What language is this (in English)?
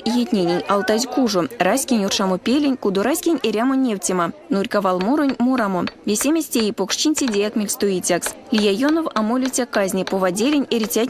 Erzya